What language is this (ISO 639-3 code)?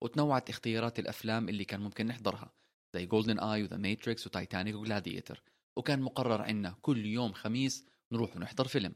apc